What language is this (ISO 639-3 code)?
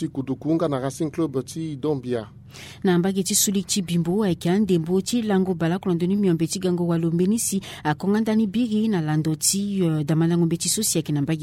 sag